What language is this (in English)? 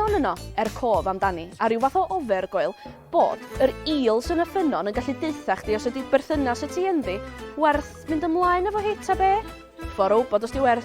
Welsh